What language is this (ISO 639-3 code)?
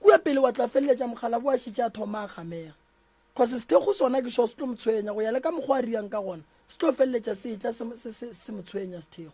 nso